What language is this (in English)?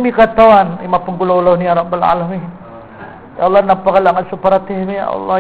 Maranao